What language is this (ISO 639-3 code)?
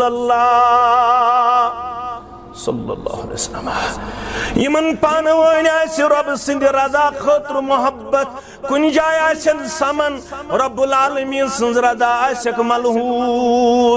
kas